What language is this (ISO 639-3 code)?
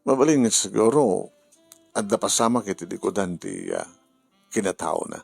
ilo